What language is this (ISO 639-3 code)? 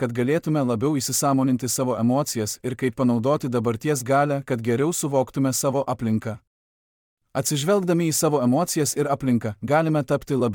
lit